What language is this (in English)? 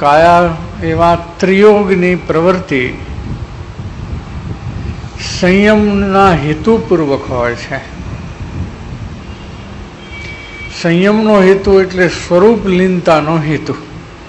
Gujarati